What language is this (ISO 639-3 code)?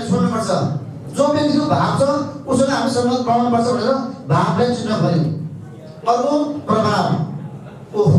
nep